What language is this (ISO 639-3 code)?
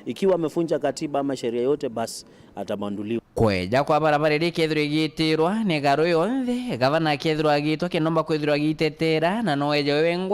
mer